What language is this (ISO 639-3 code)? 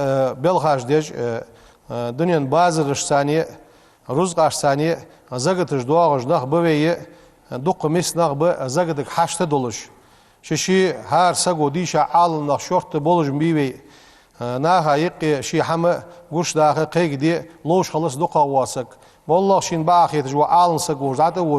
inh